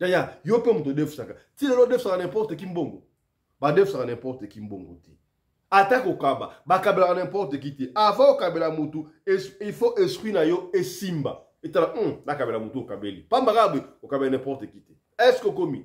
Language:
Lingala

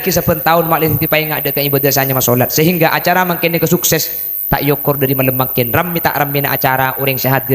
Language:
Madurese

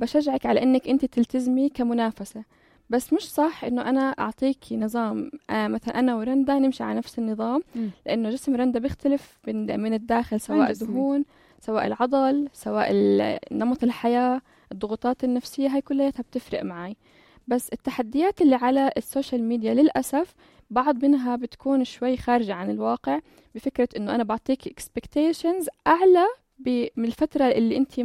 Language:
North Levantine Arabic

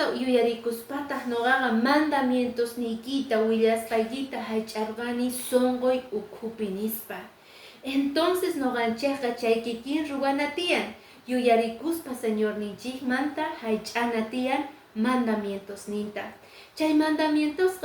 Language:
Quechua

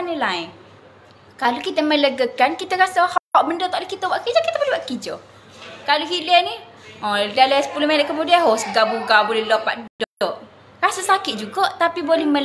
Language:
Malay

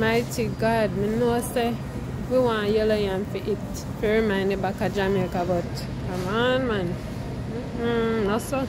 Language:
Jamaican Creole English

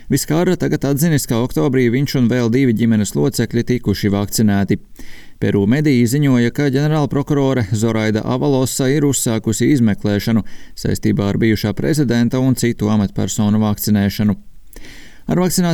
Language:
Latvian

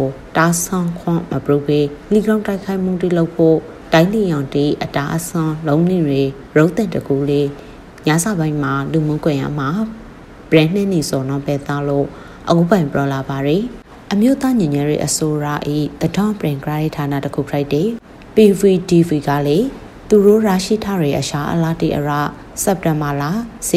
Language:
Burmese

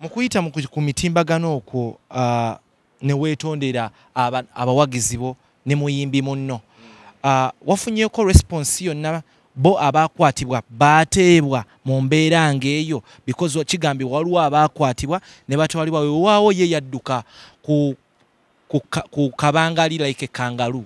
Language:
Ganda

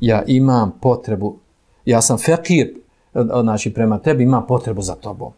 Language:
Bosnian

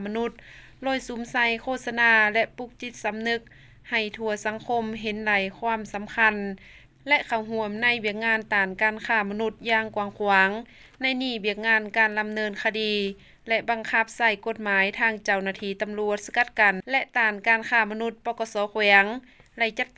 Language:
Lao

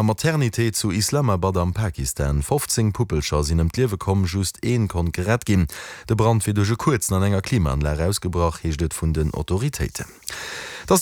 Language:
Luxembourgish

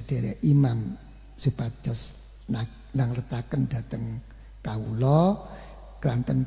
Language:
Javanese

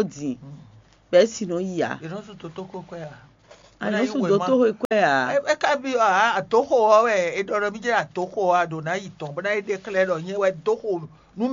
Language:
Fon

